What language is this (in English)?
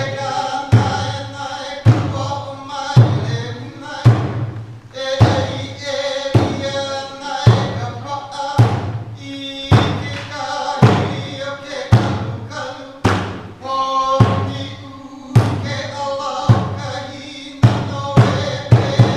Hawaiian